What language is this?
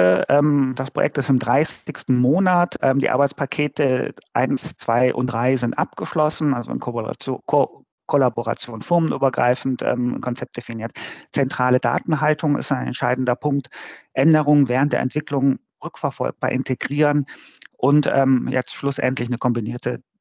German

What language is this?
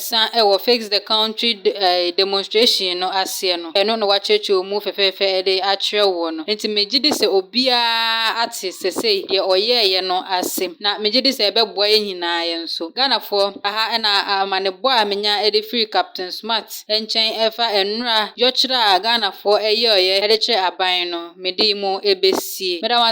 Akan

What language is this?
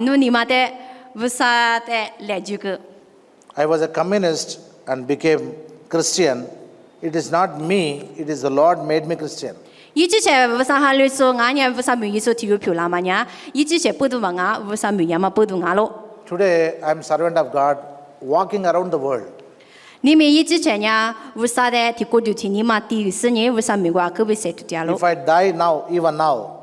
Lisu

